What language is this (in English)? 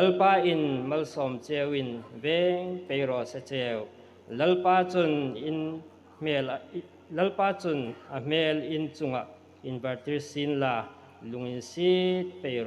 Hmar